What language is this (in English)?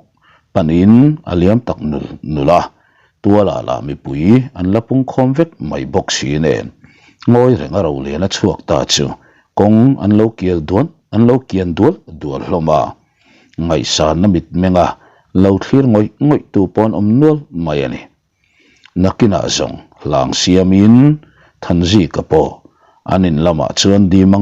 Mizo